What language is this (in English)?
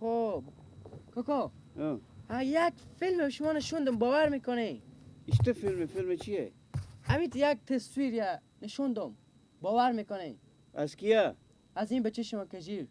Persian